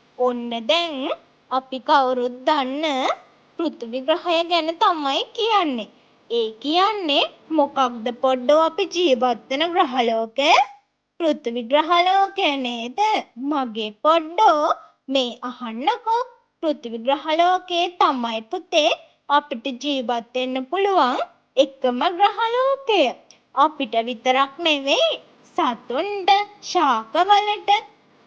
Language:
Sinhala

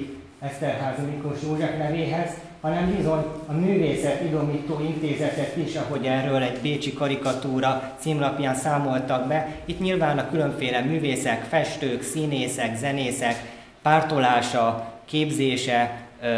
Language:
Hungarian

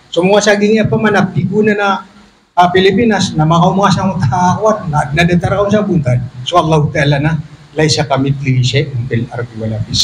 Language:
Maranao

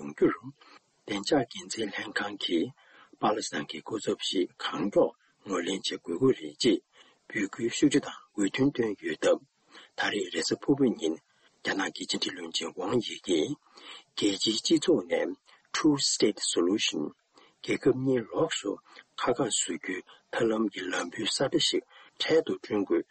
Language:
Tibetan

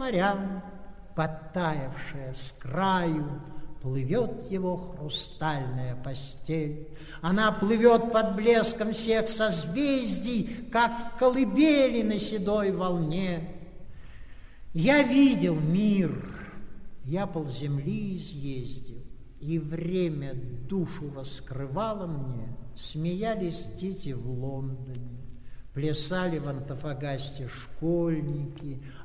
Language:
Russian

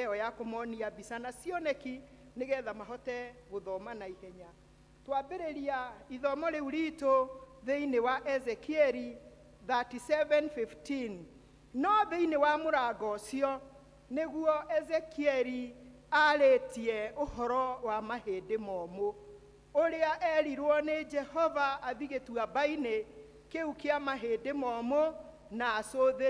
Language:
Kikuyu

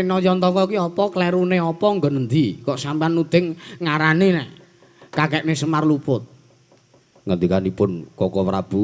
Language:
Javanese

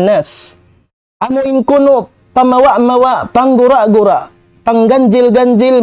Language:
Tausug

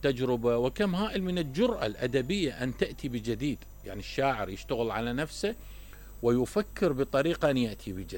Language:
Mesopotamian Arabic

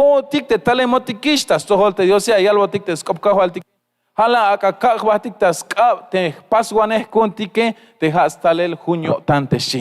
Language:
Tzeltal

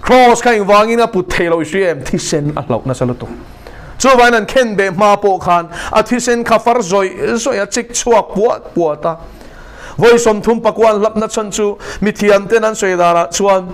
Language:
Mizo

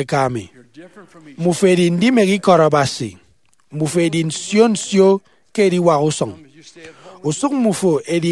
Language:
Efik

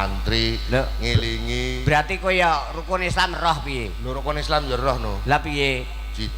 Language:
Javanese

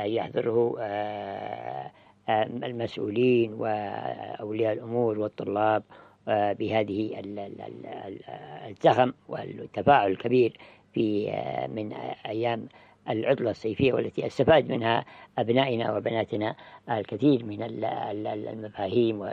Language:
Arabic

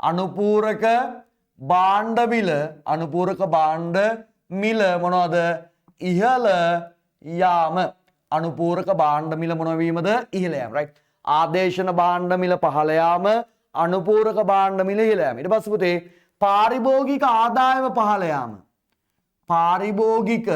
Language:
Sinhala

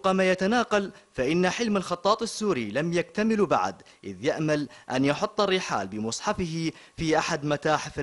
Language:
Arabic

